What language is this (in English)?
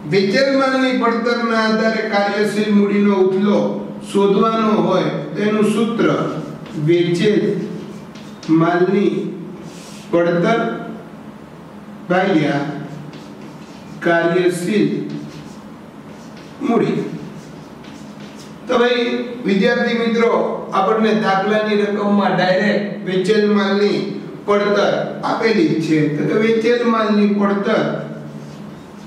Gujarati